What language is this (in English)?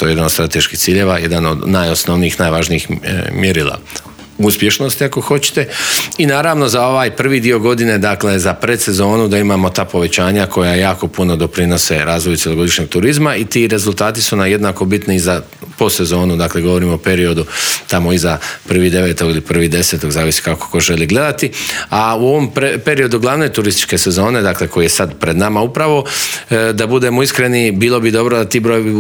Croatian